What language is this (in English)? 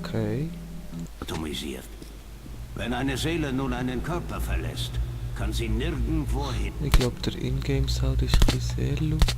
Swiss German